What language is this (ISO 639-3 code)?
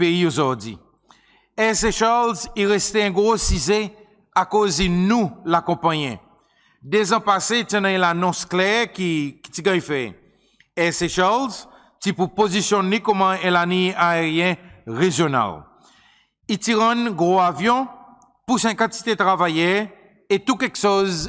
crs